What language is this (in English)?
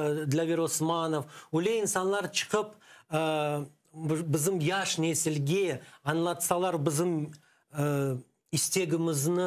Crimean Tatar